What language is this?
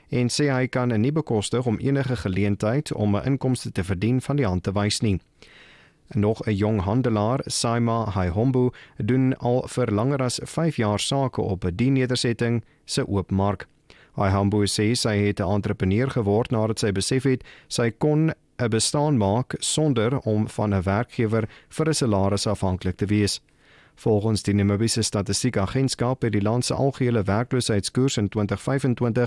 Afrikaans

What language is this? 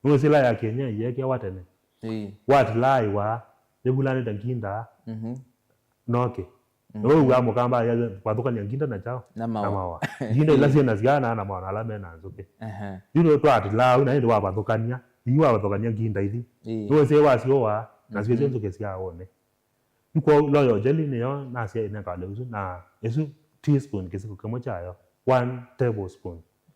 Kamba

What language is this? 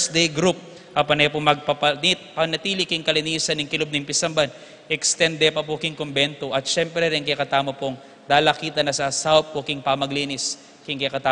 Pampanga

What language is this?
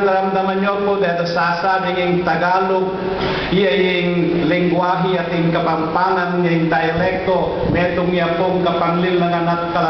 Pampanga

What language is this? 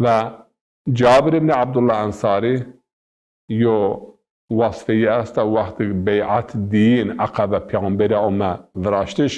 Zaza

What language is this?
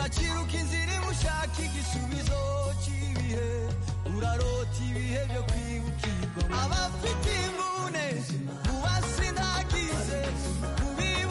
Kinyarwanda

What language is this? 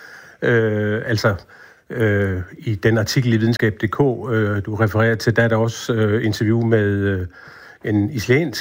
Danish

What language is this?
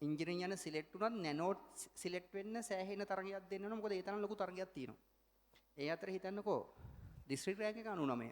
Sinhala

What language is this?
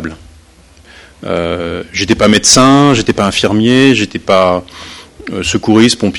French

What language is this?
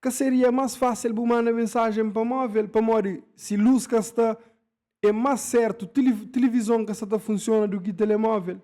Kabuverdianu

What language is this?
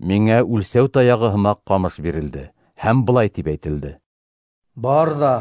Bashkir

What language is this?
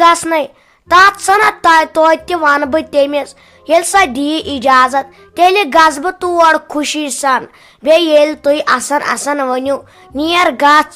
Kashmiri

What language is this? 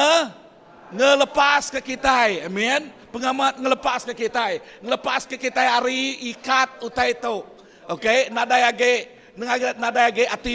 Iban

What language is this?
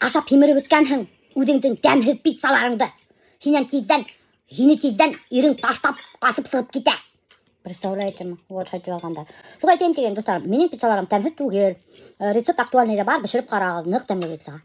Bashkir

